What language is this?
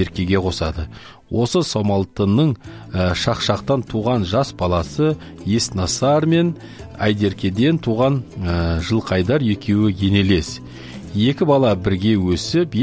Kazakh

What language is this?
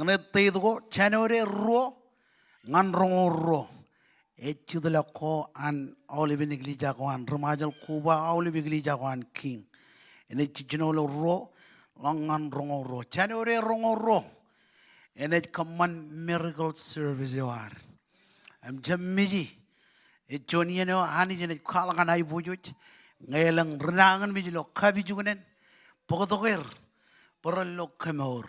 Marshallese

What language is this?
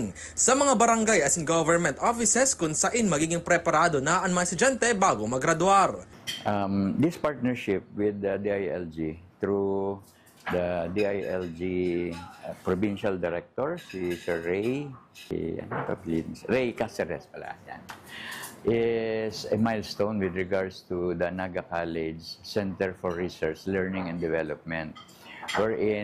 Bikol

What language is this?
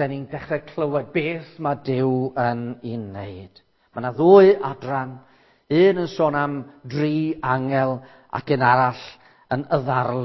Welsh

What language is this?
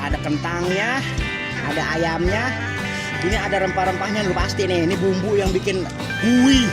Betawi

